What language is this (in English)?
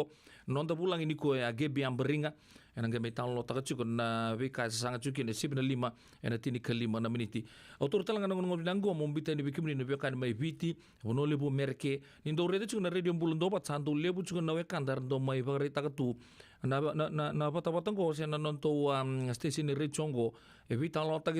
Fijian